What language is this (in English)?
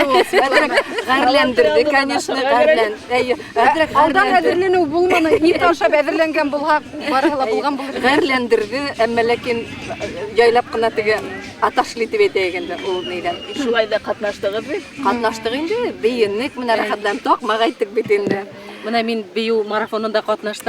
Bashkir